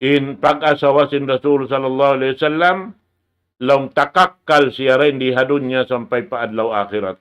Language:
Tausug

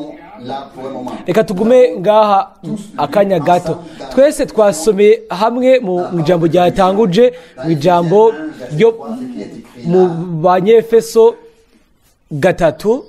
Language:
Rundi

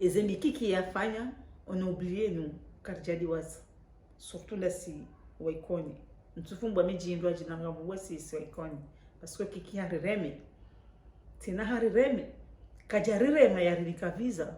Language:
Ngazidja Comorian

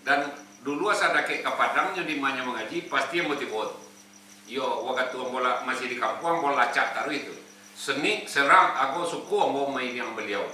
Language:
Minangkabau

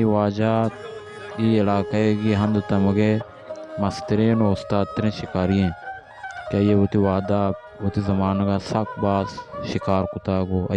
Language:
Baluchi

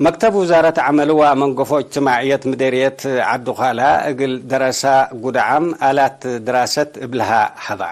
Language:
Tigre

